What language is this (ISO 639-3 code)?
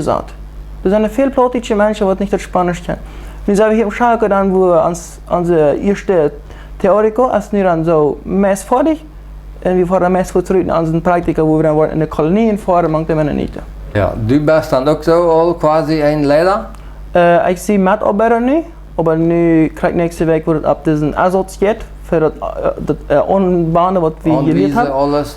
pdt